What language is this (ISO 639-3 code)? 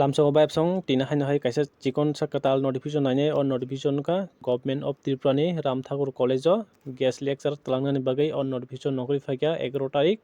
trp